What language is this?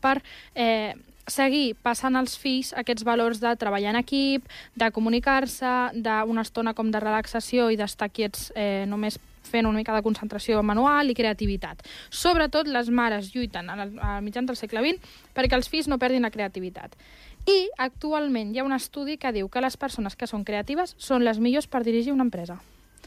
Catalan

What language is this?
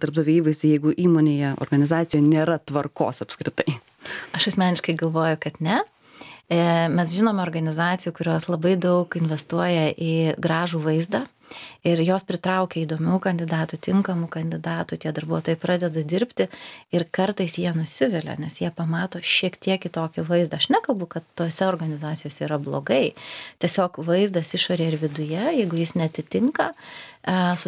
Lithuanian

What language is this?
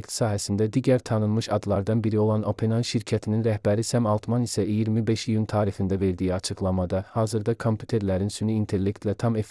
Azerbaijani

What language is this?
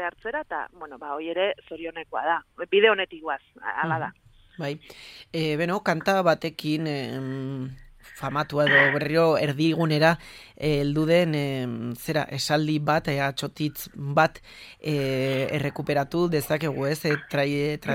Basque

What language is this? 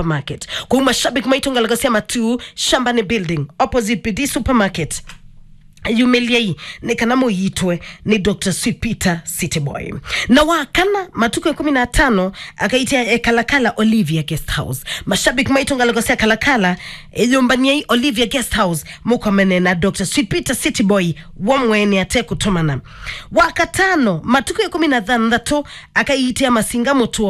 Kamba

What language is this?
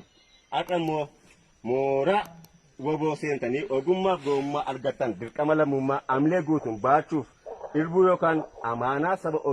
Oromo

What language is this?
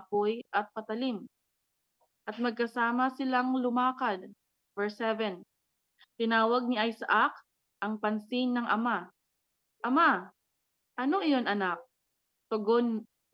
Filipino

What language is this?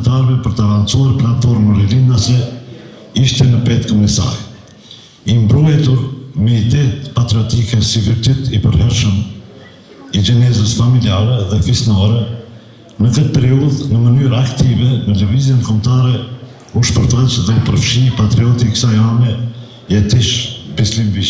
Albanian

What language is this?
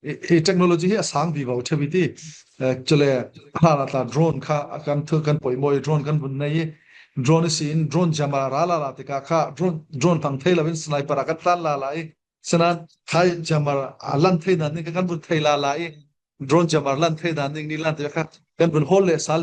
Falam Chin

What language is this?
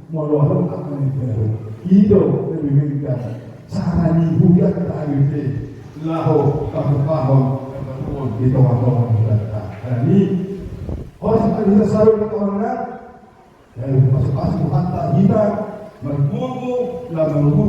Batak Toba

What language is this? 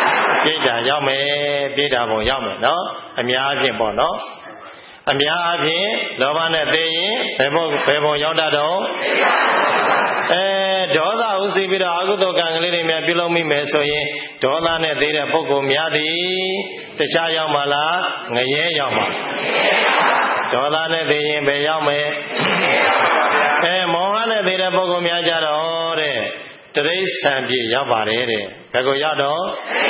Burmese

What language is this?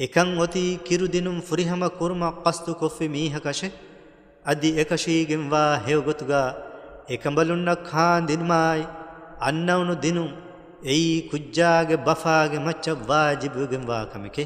Divehi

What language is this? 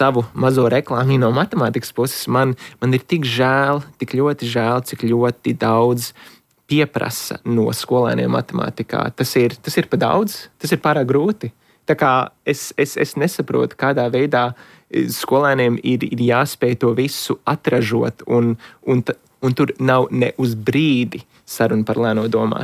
Latvian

